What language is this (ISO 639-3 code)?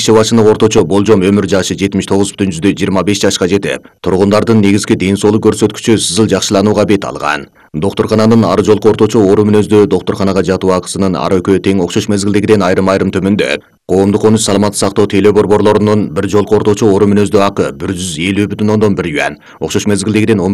kir